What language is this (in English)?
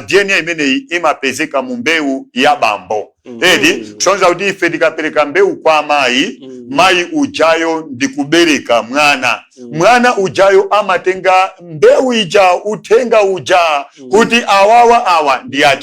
Nyanja